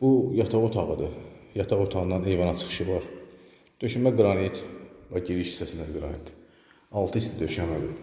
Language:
Azerbaijani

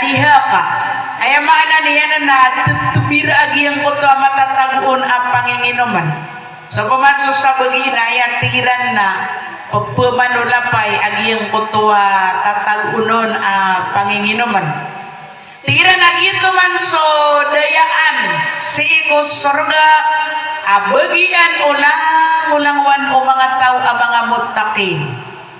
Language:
Maranao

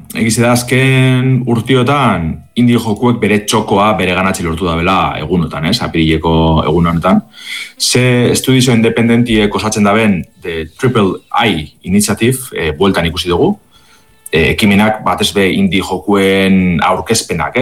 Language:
Basque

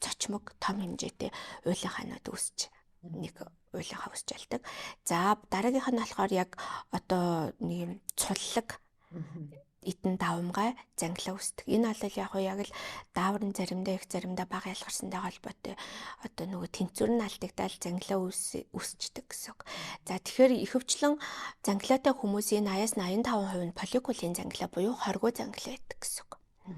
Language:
Mongolian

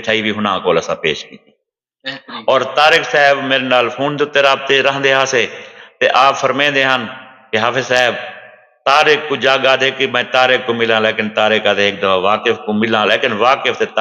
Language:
Saraiki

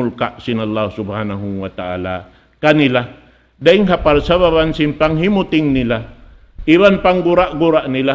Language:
Tausug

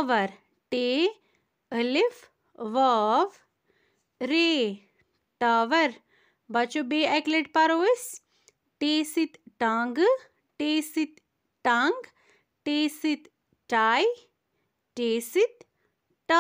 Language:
Kashmiri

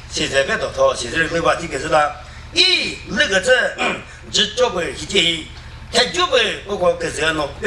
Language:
Chokri Naga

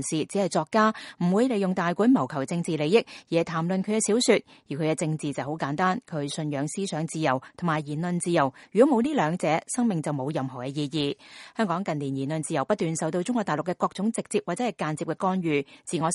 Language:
Cantonese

